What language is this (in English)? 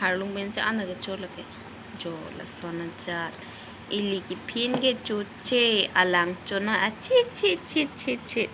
Karbi